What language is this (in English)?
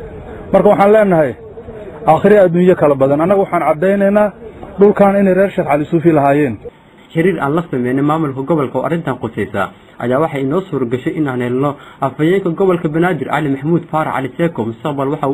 Somali